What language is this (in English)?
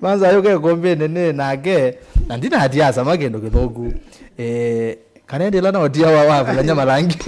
Kamba